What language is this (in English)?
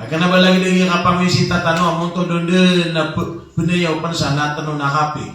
Maranao